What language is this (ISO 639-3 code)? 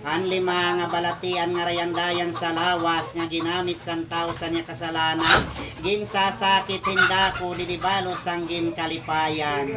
war